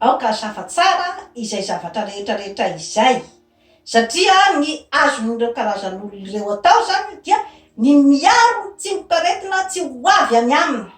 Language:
Malagasy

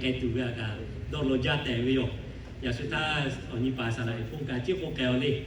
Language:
Lahu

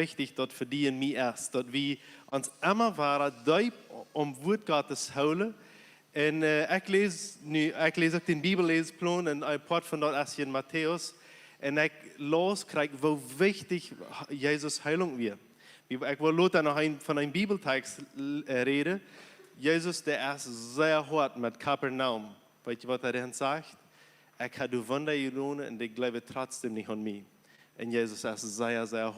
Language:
Plautdietsch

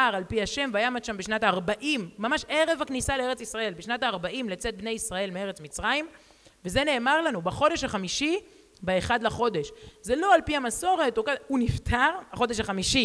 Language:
Hebrew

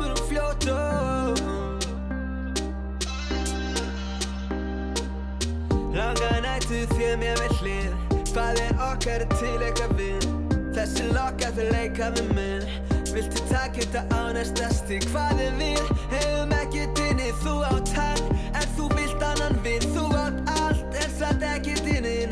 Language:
Icelandic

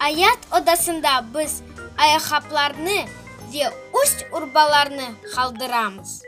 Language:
Crimean Tatar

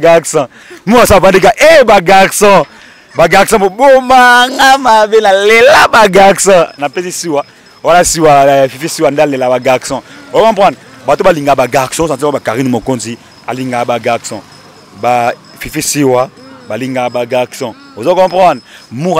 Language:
Lingala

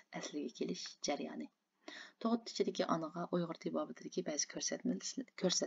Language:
Uyghur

